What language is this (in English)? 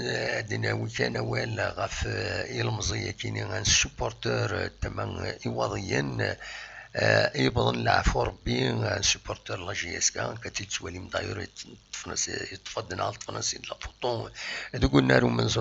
Kabyle